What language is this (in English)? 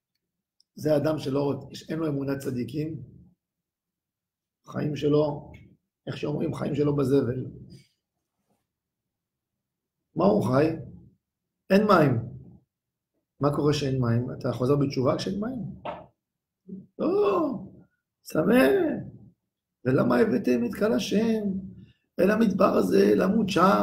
Hebrew